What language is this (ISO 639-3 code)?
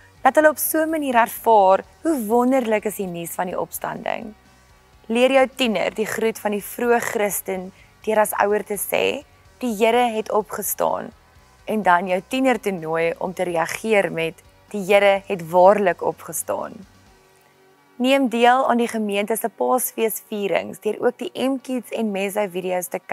afr